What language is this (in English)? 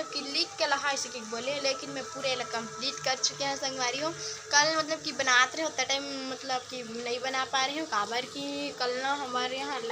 Chhattisgarhi